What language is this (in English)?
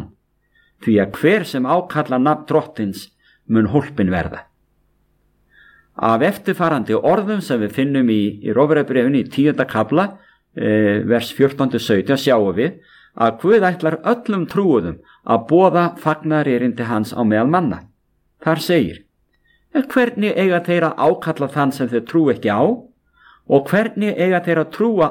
Icelandic